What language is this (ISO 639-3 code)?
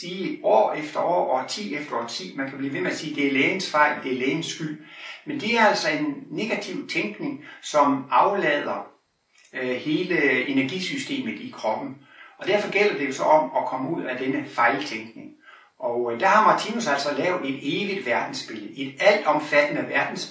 dan